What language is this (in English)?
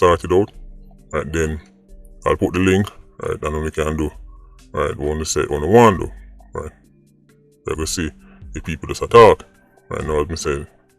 Jamaican Creole English